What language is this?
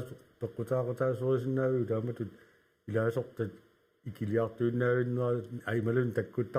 Kalaallisut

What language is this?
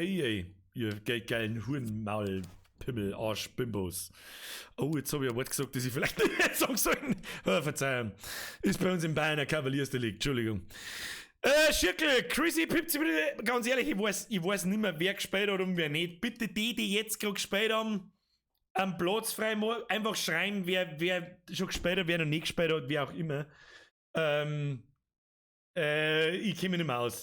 Bavarian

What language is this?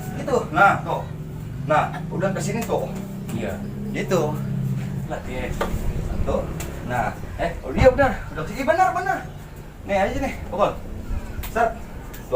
Betawi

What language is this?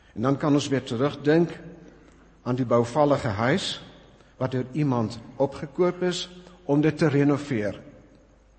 Afrikaans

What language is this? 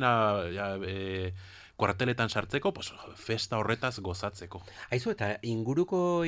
Basque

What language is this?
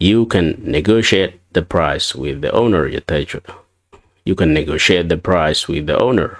Oromo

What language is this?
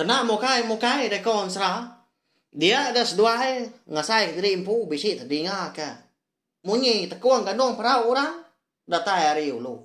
Iban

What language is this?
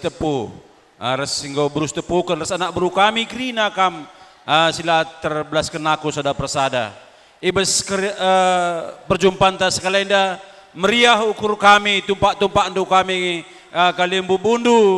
Batak Karo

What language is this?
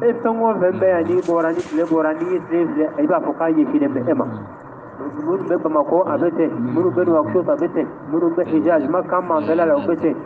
Bambara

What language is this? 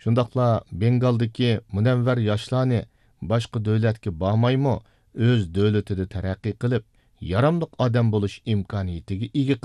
Uyghur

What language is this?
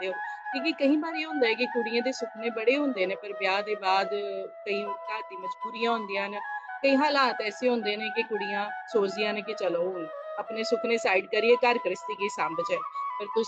Dogri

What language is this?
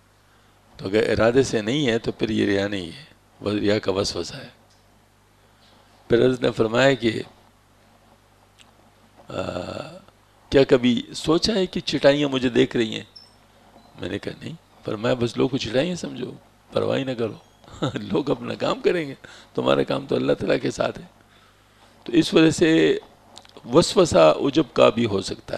Urdu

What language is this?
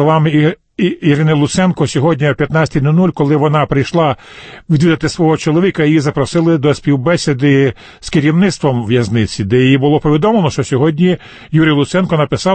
Ukrainian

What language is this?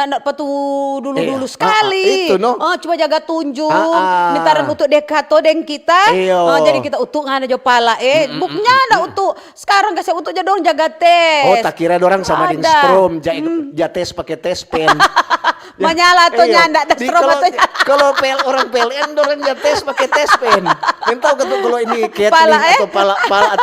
Manado Malay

